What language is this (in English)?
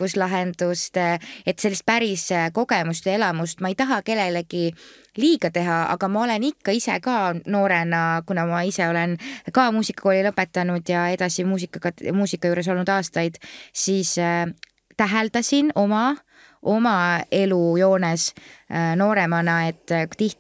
Estonian